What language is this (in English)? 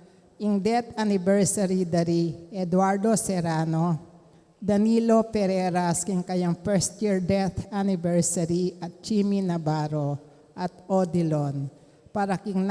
Pampanga